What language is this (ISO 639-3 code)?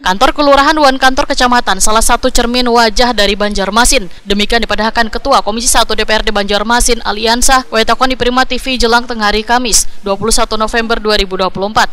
bjn